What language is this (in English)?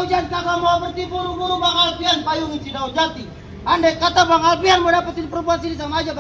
Betawi